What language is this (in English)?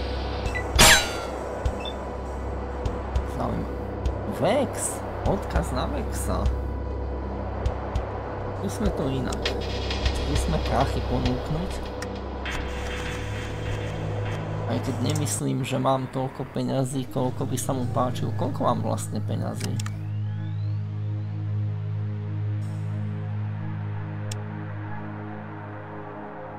Slovak